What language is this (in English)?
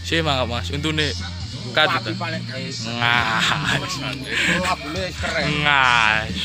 Javanese